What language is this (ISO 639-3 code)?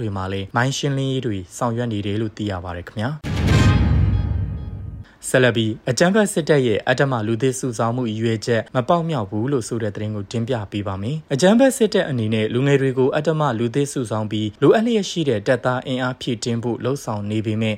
mya